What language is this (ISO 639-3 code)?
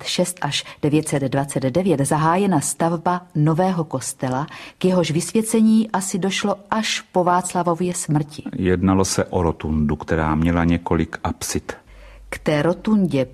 ces